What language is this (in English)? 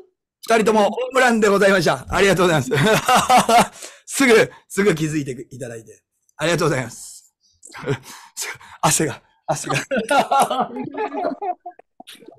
Japanese